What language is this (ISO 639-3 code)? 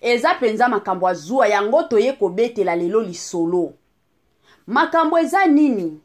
lin